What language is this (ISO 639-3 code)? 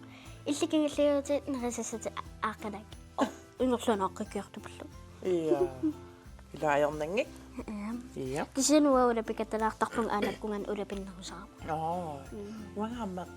kal